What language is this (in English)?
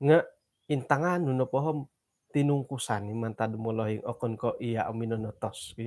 Central Dusun